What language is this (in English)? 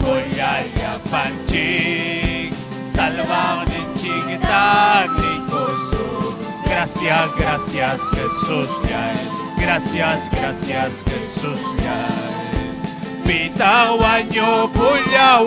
Ayacucho Quechua